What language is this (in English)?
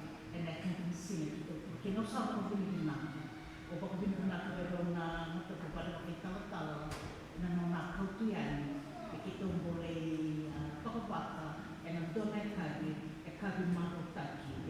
Fijian